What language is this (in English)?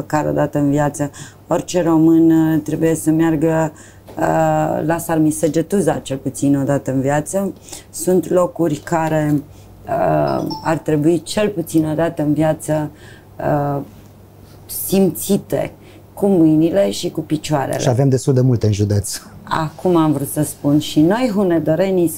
Romanian